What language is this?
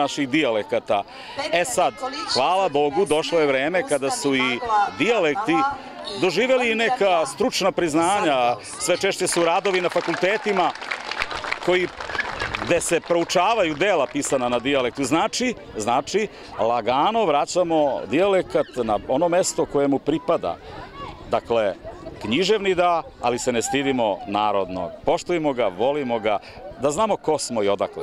Serbian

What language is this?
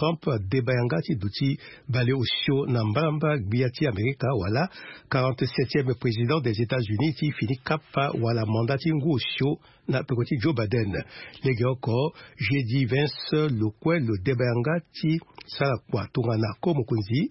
Sango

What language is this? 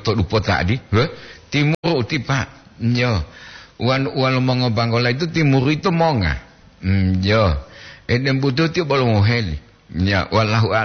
Gorontalo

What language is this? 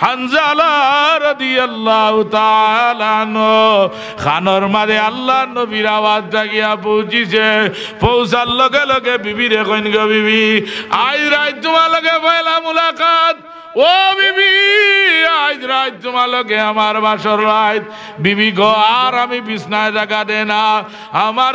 Sylheti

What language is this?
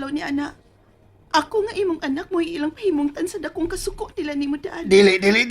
Cebuano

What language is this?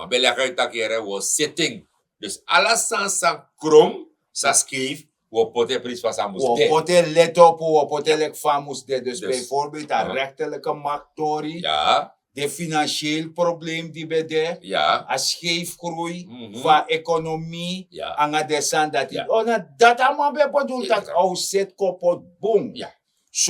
Sranan Tongo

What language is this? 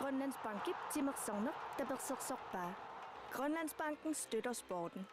Kalaallisut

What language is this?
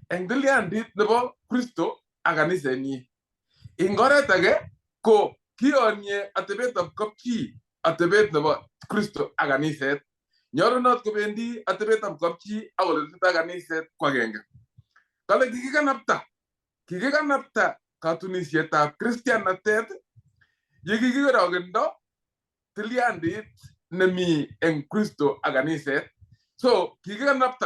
Kalenjin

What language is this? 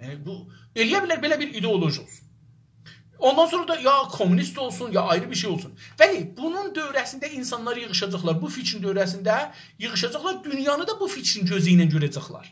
South Azerbaijani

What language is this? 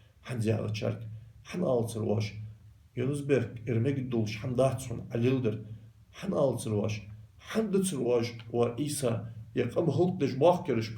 Ingush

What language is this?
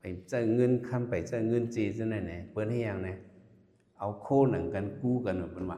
Shan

